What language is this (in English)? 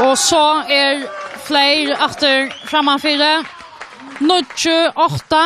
Faroese